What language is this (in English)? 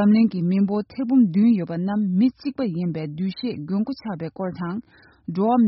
Tibetan